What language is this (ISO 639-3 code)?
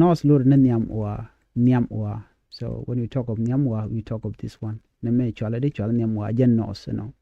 nus